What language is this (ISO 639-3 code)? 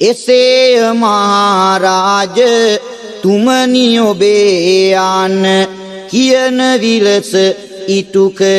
sin